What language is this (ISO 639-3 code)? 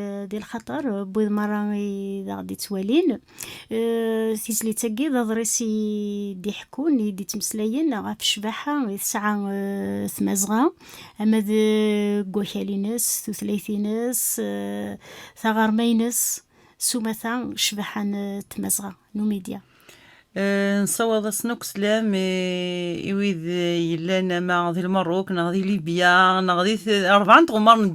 kab